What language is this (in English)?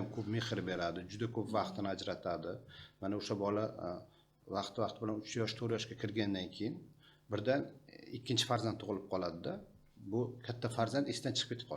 Uzbek